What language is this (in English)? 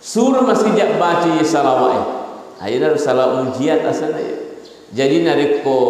Buginese